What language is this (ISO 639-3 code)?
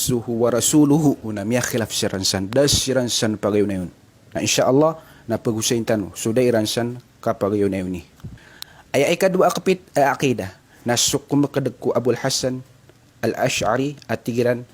mrw